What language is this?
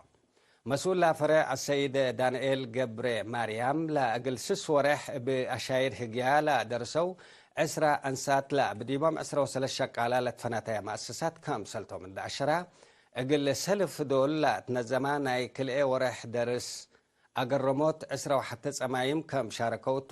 Tigre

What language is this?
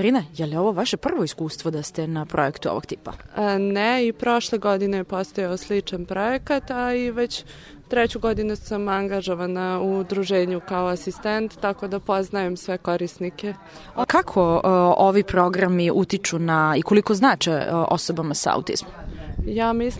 Serbian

